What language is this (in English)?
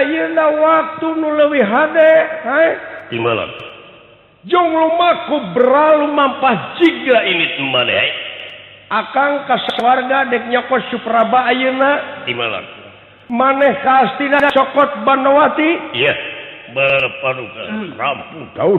Sundanese